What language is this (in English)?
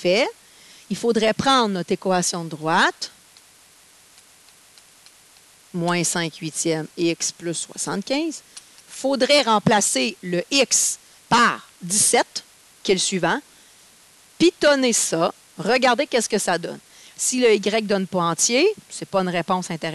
French